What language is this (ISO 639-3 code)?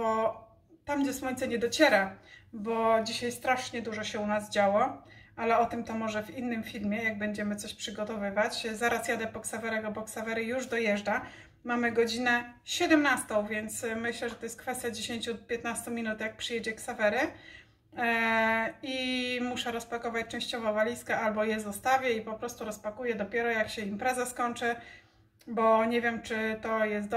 pol